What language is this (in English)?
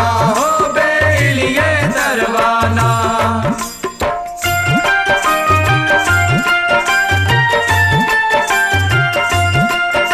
Bhojpuri